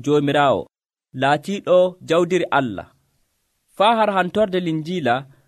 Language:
Nigerian Fulfulde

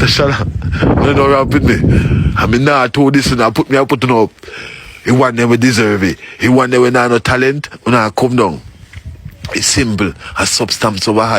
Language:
Jamaican Creole English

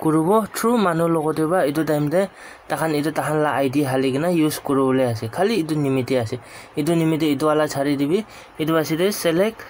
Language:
Naga Pidgin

